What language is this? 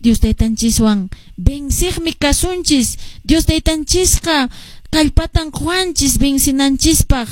Quechua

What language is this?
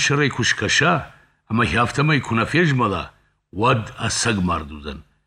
Ossetic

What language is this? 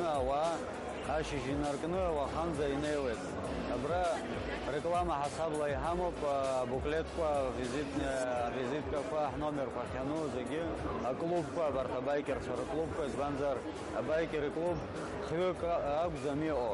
Abkhazian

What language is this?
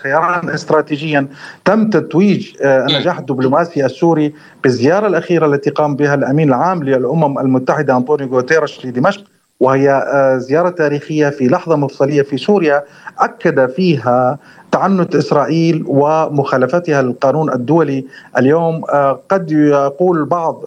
Arabic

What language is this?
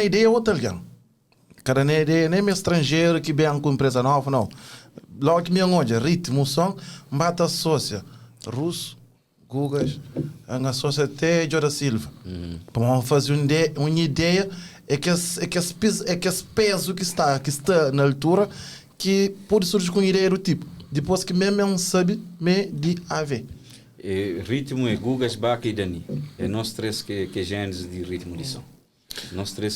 Kabuverdianu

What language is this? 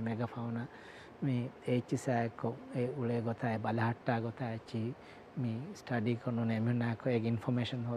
Divehi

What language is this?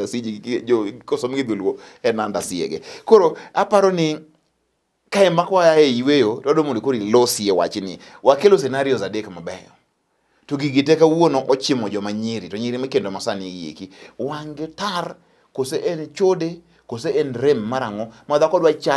Luo (Kenya and Tanzania)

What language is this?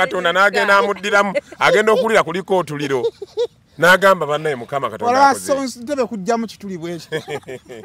Ganda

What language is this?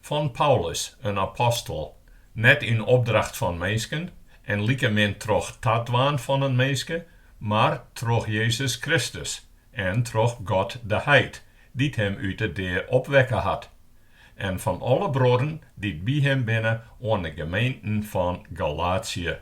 Western Frisian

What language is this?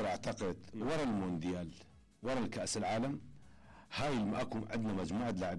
Mesopotamian Arabic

